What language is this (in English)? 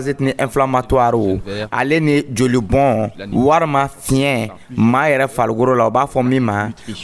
Dyula